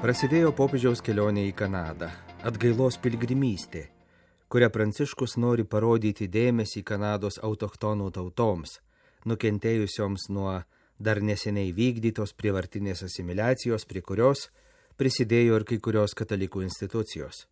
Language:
Lithuanian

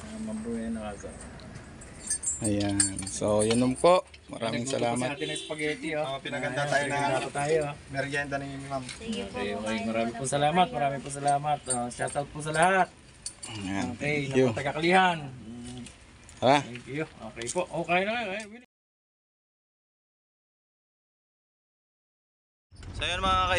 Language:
Filipino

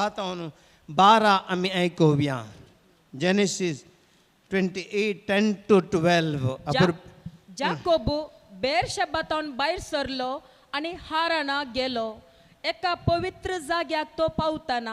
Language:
Konkani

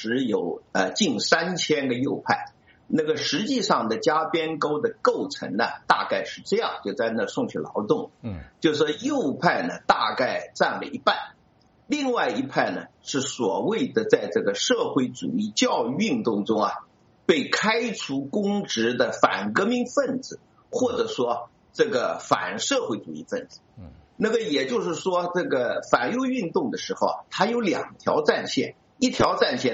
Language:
Chinese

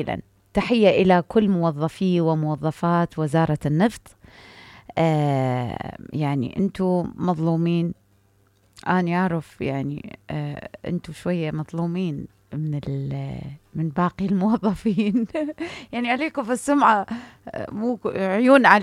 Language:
Mesopotamian Arabic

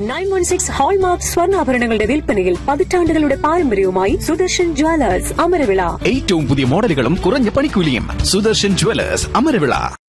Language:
Malayalam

